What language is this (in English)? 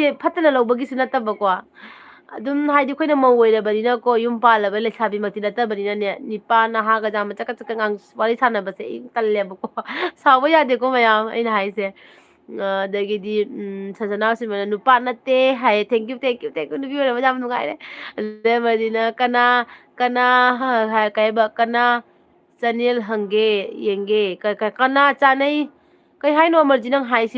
Manipuri